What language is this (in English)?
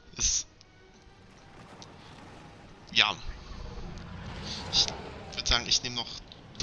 German